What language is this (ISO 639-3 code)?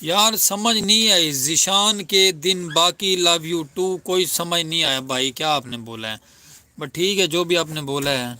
skr